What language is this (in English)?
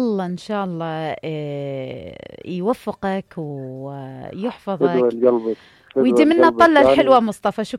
Mesopotamian Arabic